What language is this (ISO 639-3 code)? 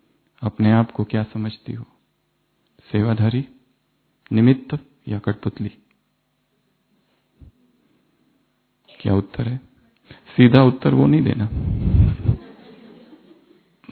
hin